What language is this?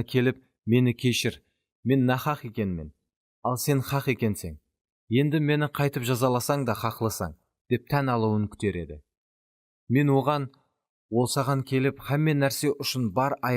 Kara-Kalpak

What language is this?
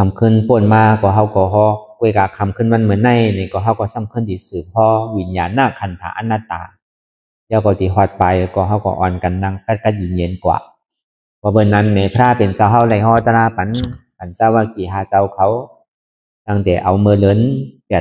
Shan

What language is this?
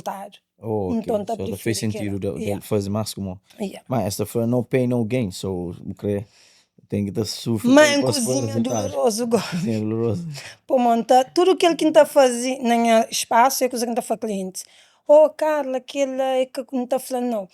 Kabuverdianu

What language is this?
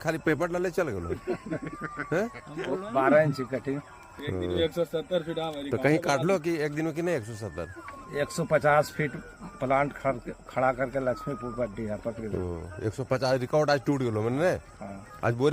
Magahi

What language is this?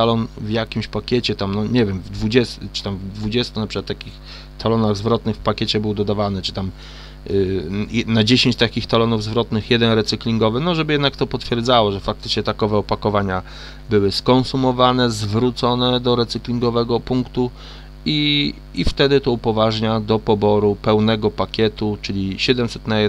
Polish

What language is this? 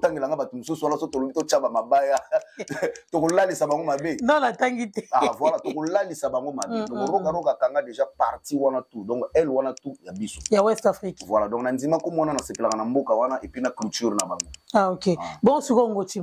Lingala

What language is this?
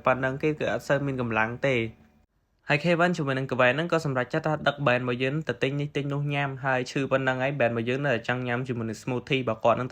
Khmer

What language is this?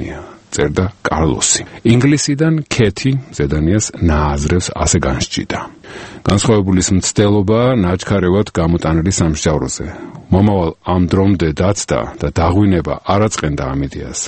Georgian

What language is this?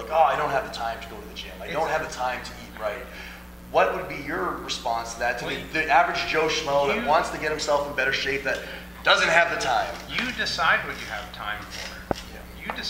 English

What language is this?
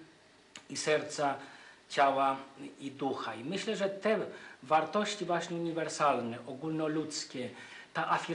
Polish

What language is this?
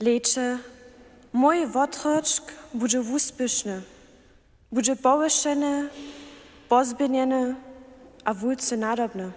Upper Sorbian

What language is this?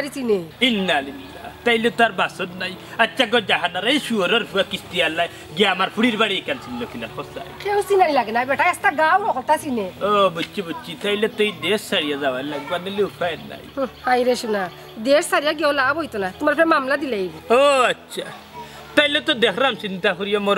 Sylheti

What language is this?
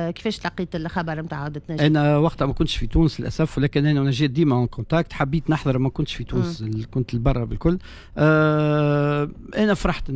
Tunisian Arabic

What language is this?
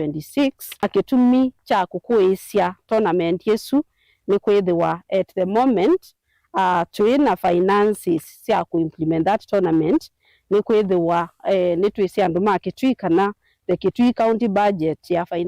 Kamba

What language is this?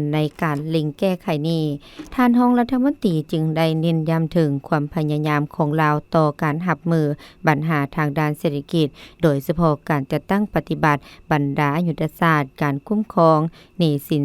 Lao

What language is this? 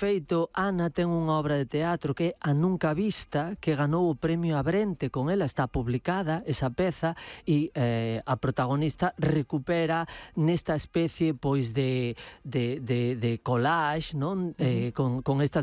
Galician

